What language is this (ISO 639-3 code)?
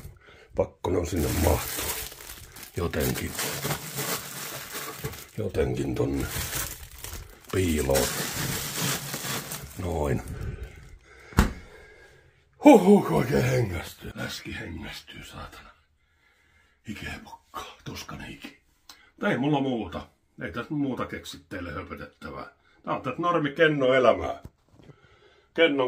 fin